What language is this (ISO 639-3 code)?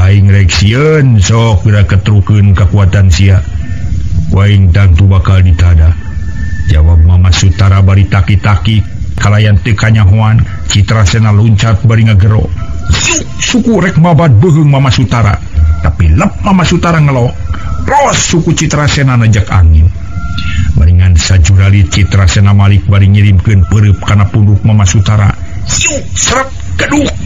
sun